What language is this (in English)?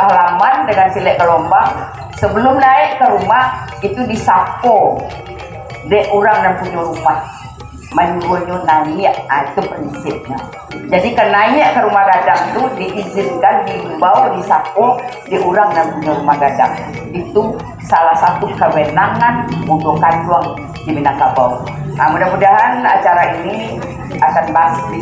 Minangkabau